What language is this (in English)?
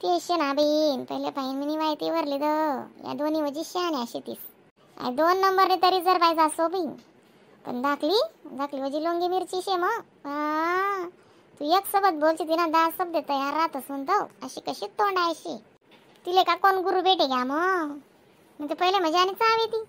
Khandesi